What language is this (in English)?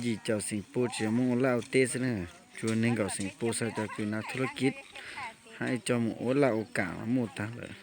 Hmong